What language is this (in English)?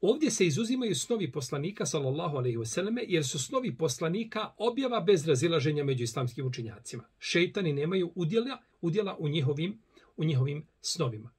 Bosnian